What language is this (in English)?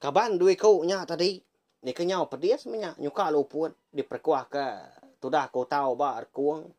Iban